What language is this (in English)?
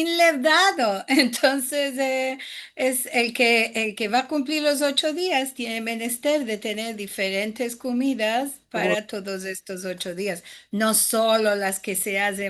Ladino